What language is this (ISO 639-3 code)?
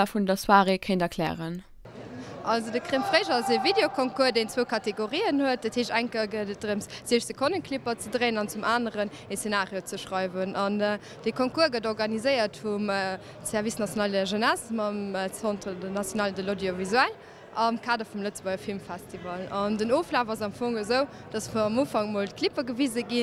ltz